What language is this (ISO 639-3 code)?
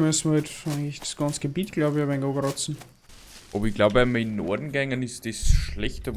bar